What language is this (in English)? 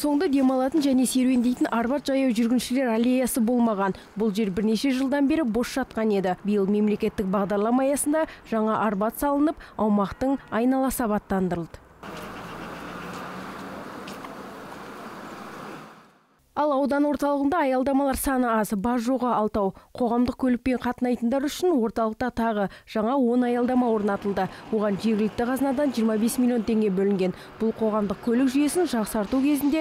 Kazakh